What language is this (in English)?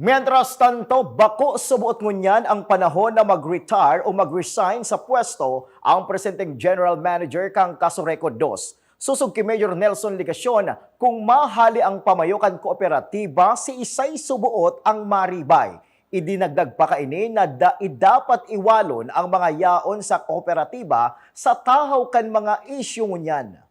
Bikol